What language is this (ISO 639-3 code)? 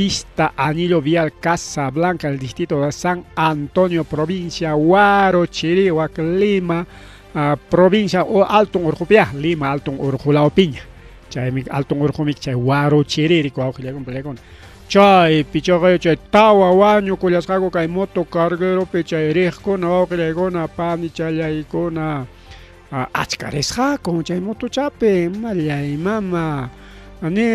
quy